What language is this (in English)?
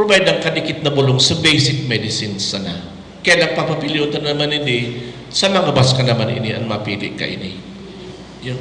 Bikol